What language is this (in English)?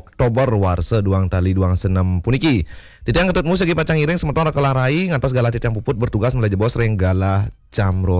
Balinese